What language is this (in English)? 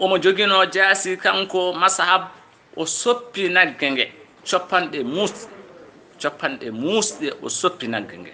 Fula